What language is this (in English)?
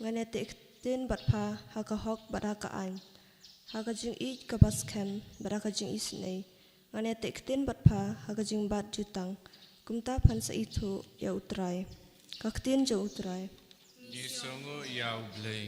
Khasi